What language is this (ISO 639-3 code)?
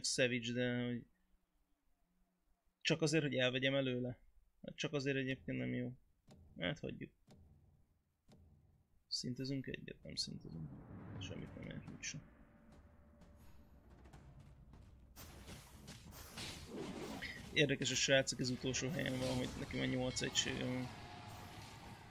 hun